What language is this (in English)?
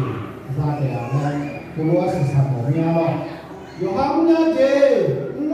Akha